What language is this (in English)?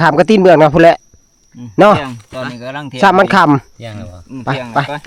Northeastern Thai